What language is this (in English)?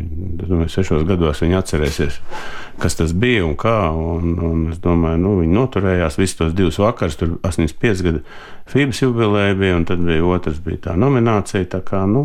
Latvian